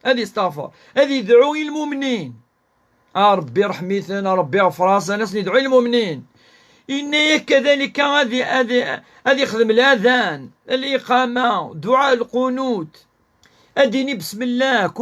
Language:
Kabyle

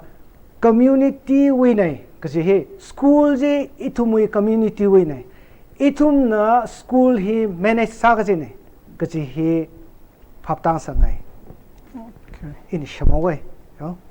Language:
Tangkhul Naga (India)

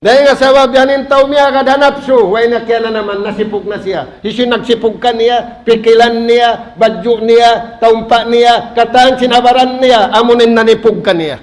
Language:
Tausug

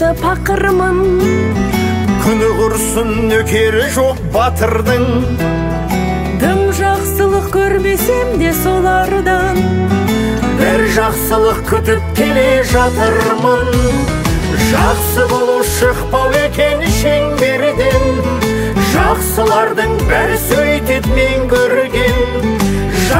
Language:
Kazakh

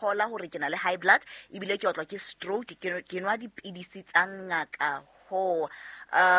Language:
Southern Sotho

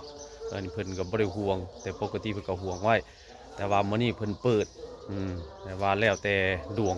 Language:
Northeastern Thai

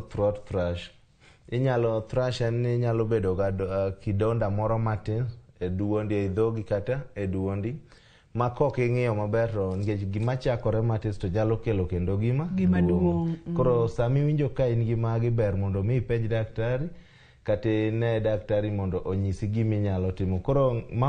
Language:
Luo (Kenya and Tanzania)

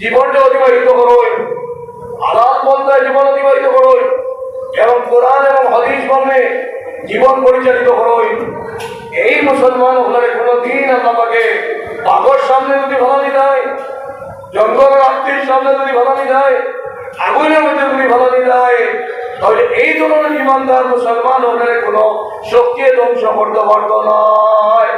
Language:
Sylheti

